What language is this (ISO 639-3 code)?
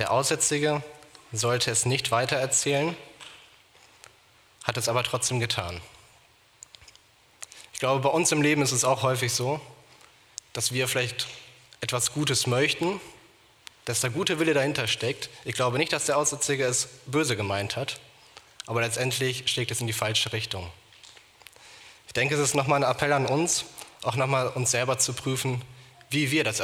deu